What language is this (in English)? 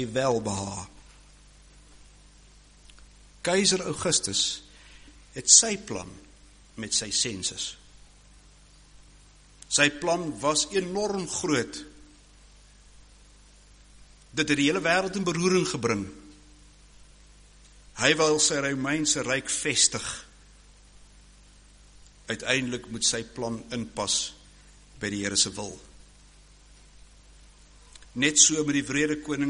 Afrikaans